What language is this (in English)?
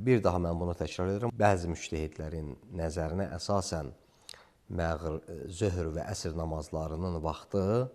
Azerbaijani